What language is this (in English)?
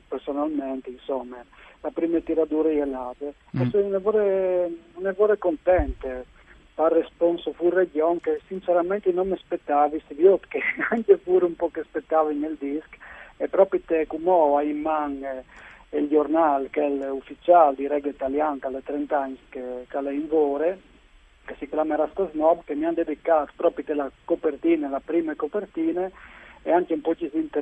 Friulian